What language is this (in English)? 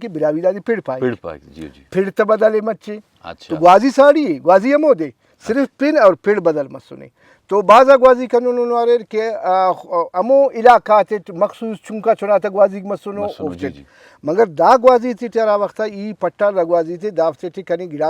Brahui